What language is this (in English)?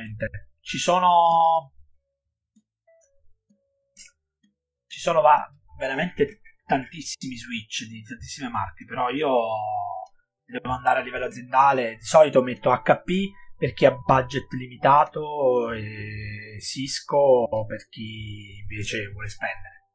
Italian